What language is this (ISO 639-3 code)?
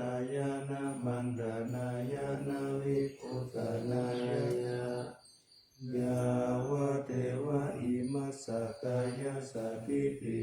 pli